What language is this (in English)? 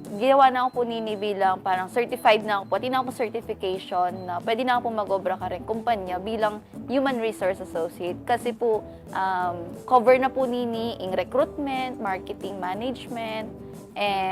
Pampanga